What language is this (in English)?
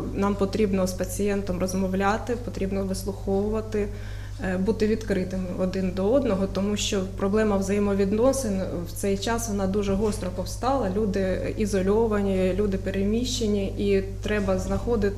Ukrainian